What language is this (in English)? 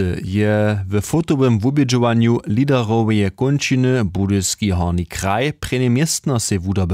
Upper Sorbian